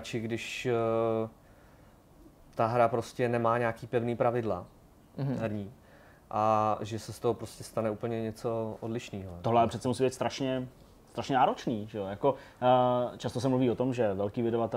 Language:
Czech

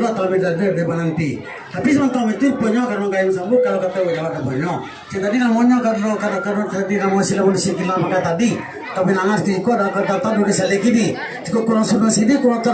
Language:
Minangkabau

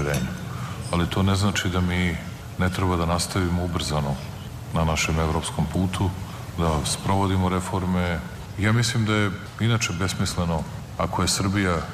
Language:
Serbian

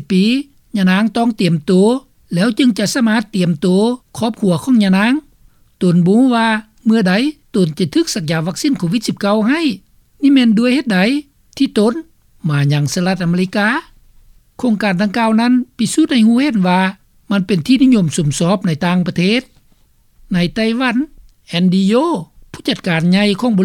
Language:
Lao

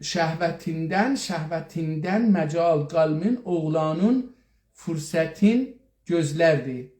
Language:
South Azerbaijani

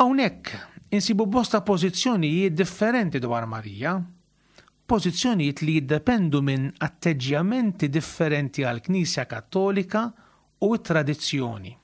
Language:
Maltese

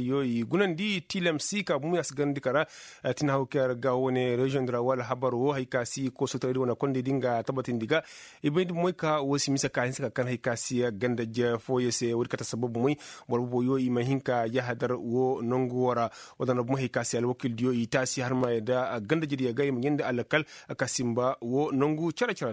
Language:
Koyraboro Senni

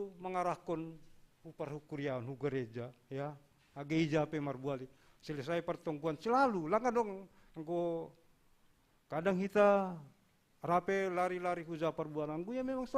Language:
Batak Simalungun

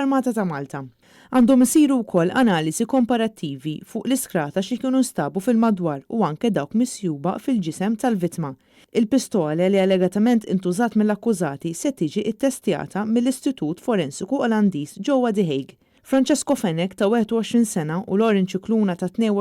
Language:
Maltese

